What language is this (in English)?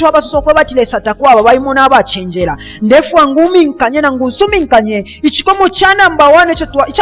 Bemba